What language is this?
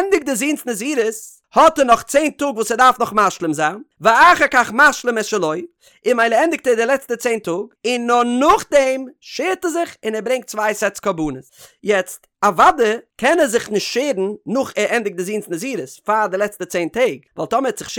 Yiddish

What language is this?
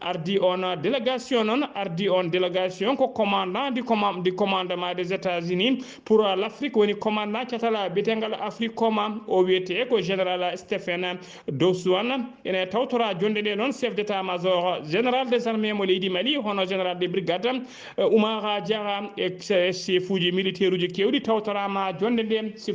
Fula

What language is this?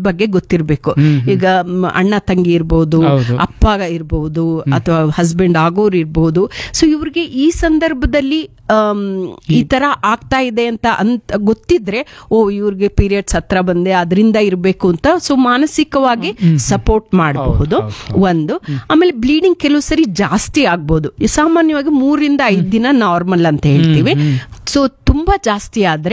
Kannada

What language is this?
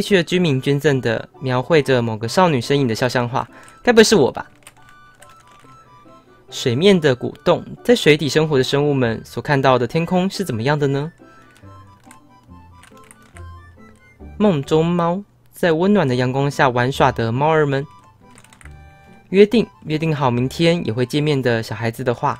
Chinese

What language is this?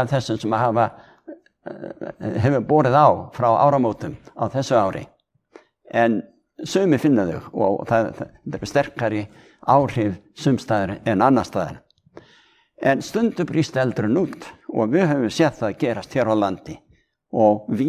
Icelandic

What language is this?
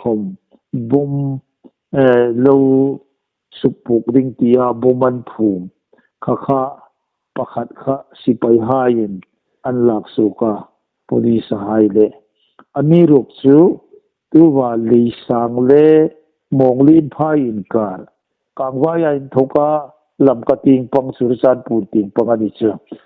Hmar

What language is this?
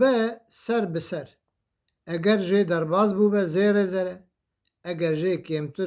Kurdish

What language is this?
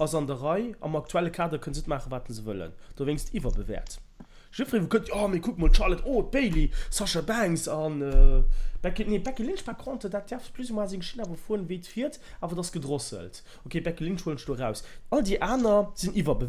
Luxembourgish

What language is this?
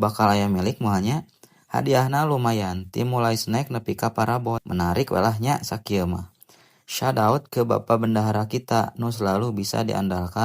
Sundanese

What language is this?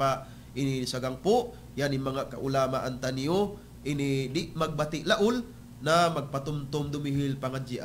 Tausug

